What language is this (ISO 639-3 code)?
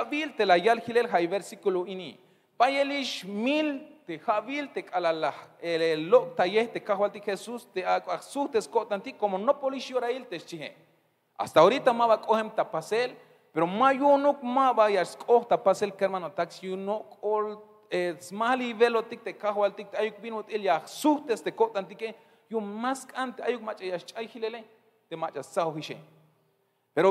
tzh